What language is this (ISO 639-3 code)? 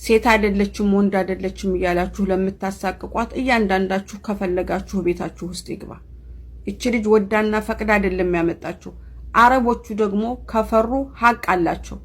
amh